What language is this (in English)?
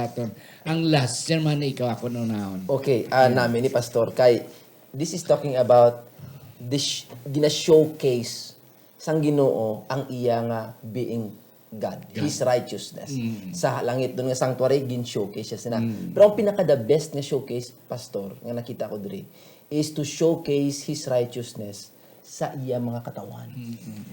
Hiligaynon